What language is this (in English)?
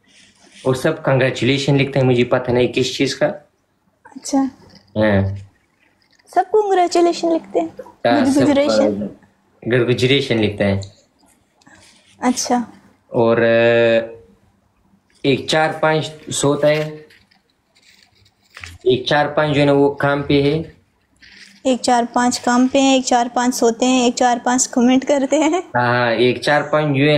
Hindi